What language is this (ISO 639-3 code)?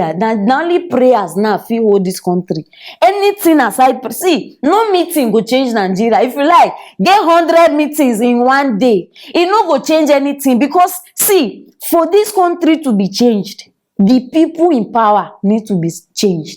pcm